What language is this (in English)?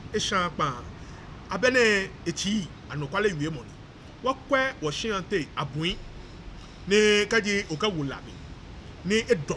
Ga